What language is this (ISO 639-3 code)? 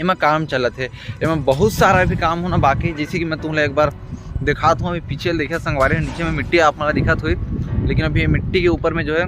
hne